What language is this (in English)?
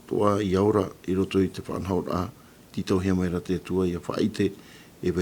Tahitian